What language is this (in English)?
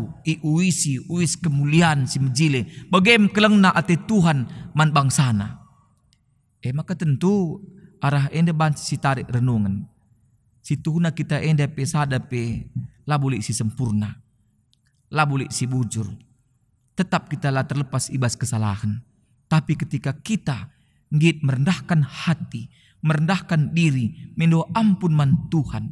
Batak Karo